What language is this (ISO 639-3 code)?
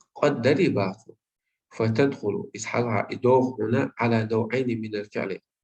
che